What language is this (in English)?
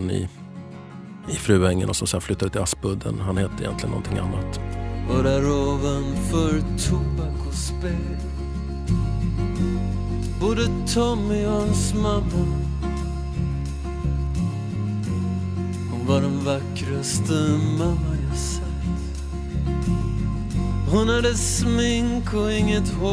Swedish